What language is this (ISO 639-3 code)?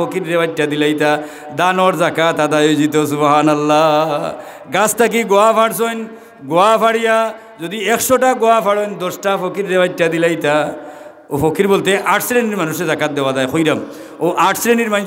syl